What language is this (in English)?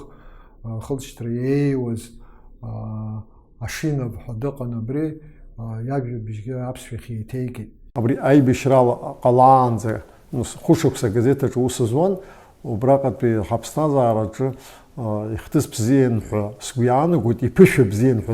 Abkhazian